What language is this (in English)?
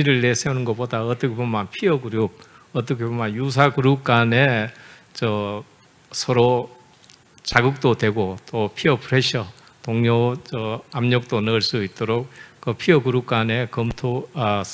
Korean